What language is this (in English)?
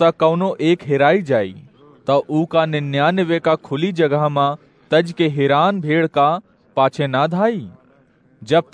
Awadhi